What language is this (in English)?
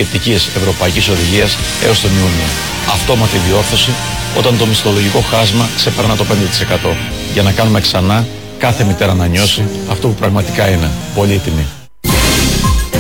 Greek